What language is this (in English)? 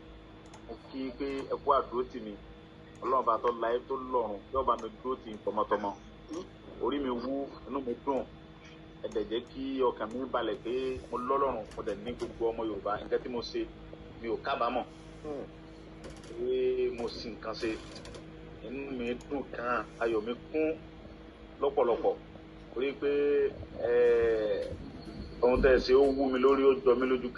Yoruba